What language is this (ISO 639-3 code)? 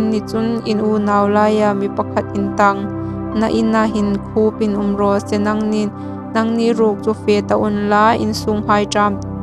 hmr